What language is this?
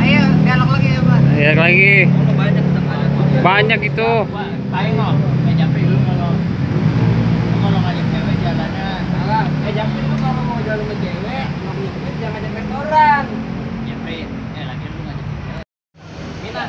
Betawi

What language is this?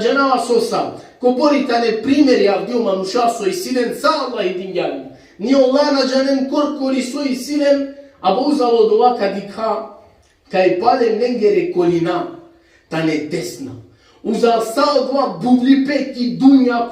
Balkan Romani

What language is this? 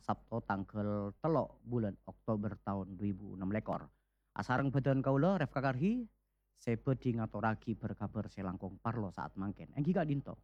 Madurese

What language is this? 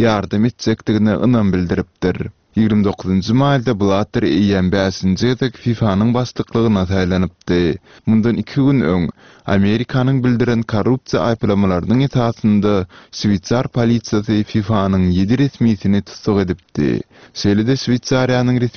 Turkmen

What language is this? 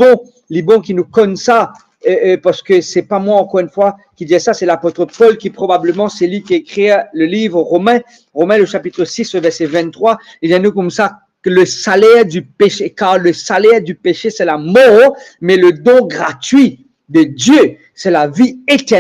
Morisyen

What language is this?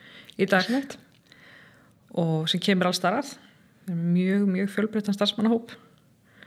Icelandic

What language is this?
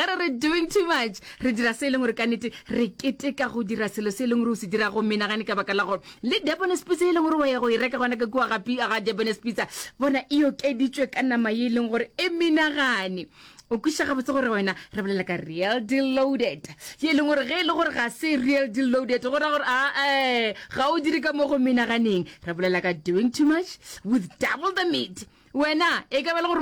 Northern Sotho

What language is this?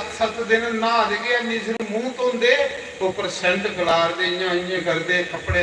Dogri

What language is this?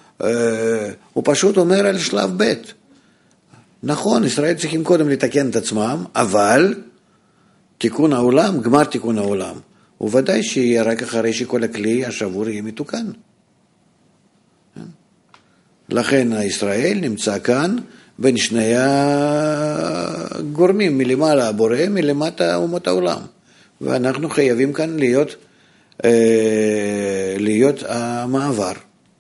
Hebrew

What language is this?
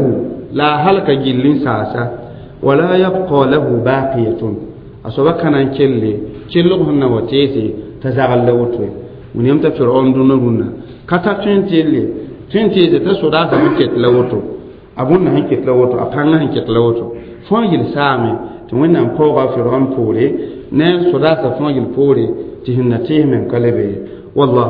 Mossi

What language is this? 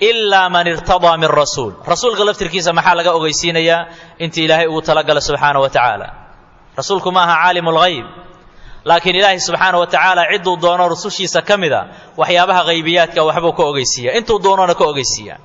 Somali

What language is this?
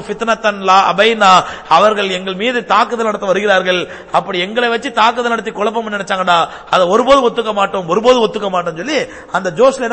Tamil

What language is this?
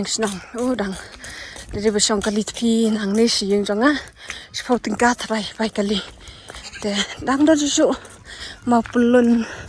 Khasi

